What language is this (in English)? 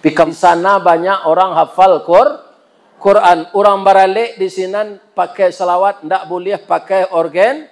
Minangkabau